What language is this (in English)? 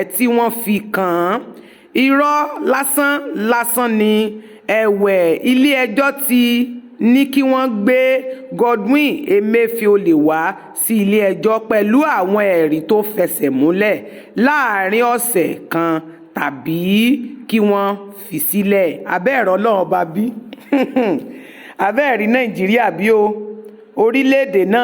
Yoruba